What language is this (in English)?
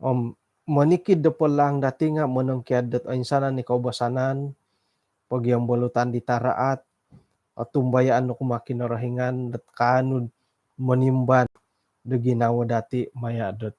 Central Dusun